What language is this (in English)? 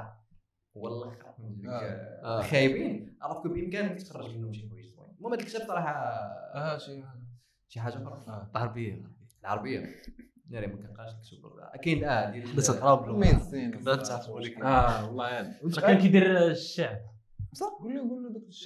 Moroccan Arabic